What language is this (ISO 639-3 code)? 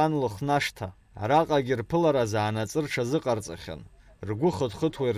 abk